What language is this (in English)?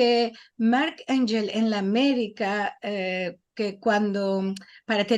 Ladino